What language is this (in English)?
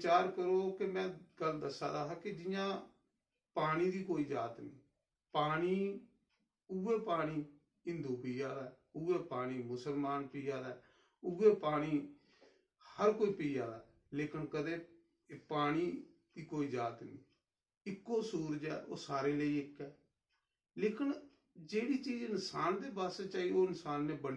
Dogri